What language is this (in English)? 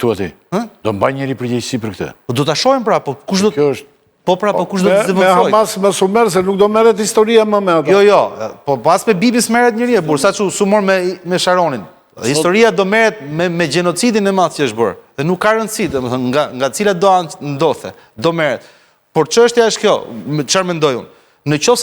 Albanian